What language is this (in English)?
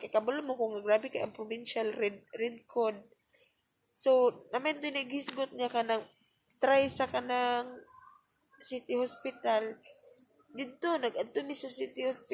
Cebuano